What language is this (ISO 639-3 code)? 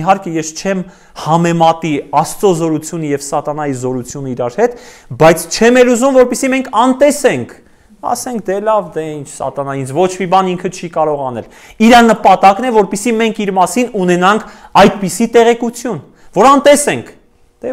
hye